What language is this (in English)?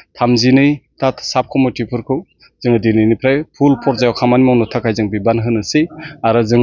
Bodo